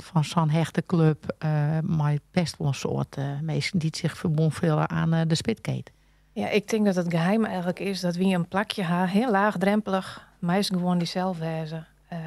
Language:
Western Frisian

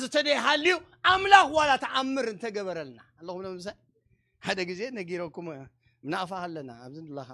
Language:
Tigrinya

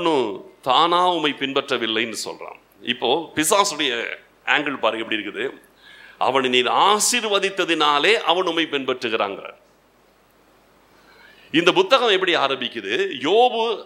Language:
Tamil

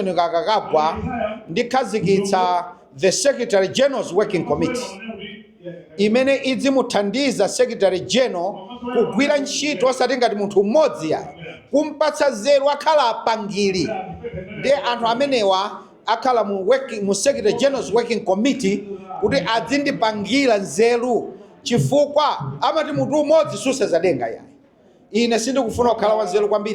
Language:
Nyanja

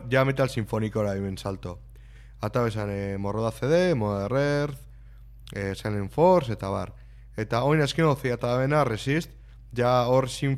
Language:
Basque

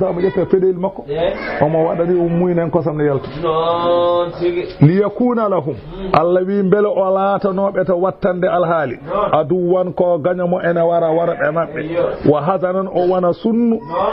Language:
Fula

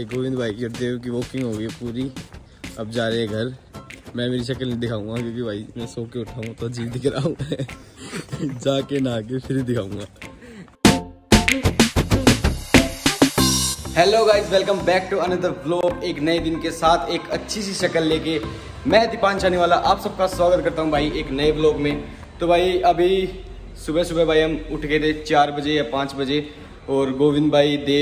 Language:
Hindi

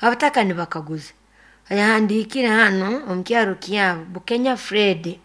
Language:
Nyoro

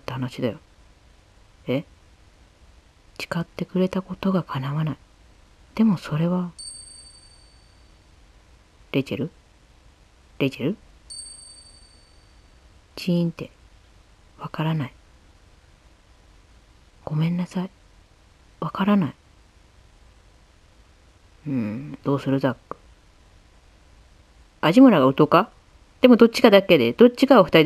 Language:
Japanese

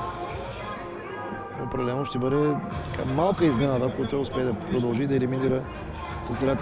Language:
Bulgarian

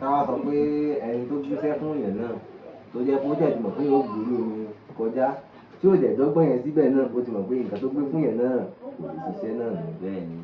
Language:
Yoruba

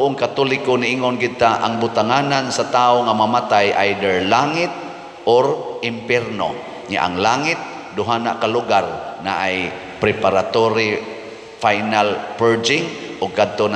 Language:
Cebuano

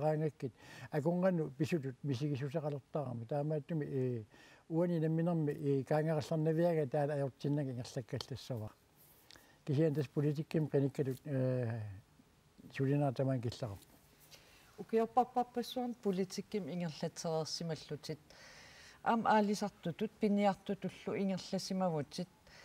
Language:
Kalaallisut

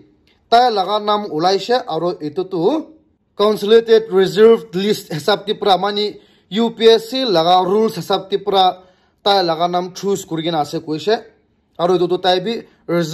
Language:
Naga Pidgin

